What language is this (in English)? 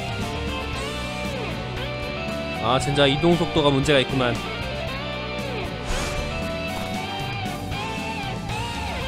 Korean